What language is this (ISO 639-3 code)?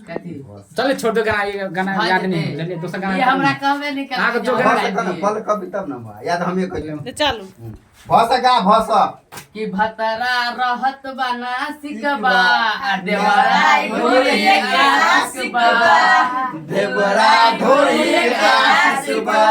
mai